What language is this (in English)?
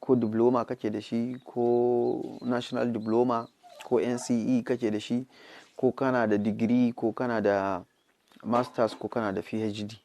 Hausa